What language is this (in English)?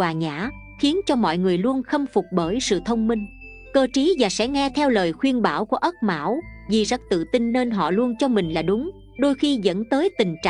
Vietnamese